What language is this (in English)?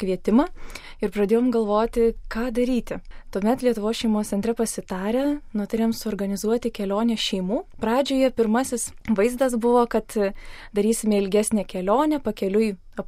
Lithuanian